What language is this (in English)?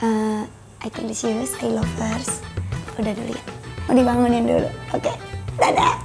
Betawi